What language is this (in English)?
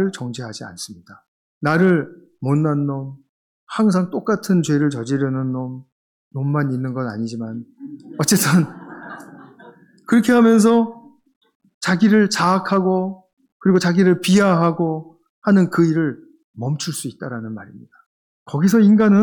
Korean